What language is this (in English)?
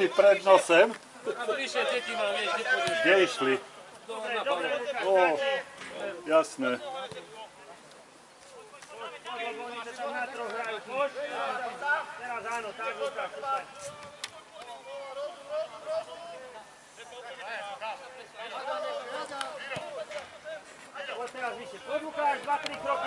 Slovak